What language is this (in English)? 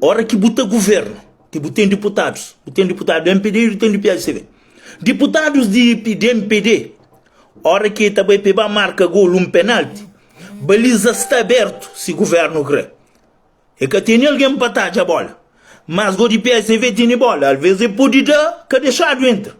Kabuverdianu